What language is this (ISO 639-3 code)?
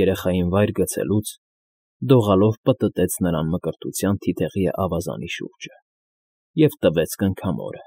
hye